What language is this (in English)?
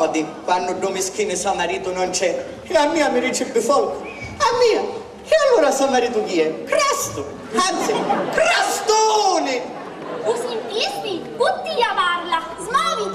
Sicilian